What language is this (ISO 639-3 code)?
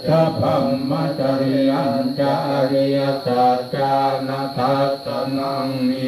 pli